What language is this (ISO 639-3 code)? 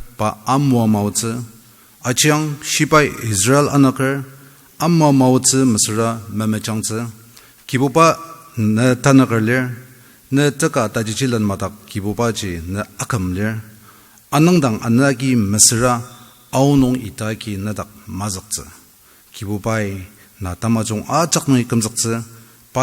njo